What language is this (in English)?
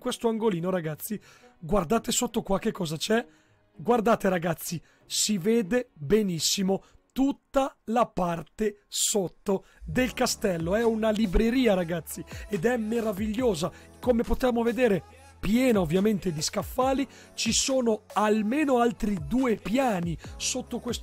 Italian